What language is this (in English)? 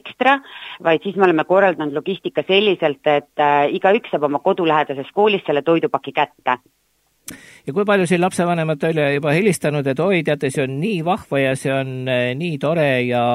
Estonian